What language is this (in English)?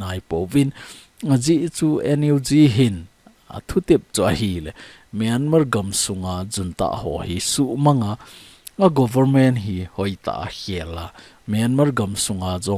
Thado Chin